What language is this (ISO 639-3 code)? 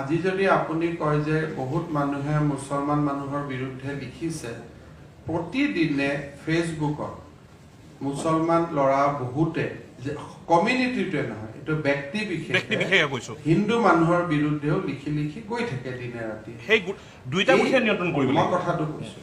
asm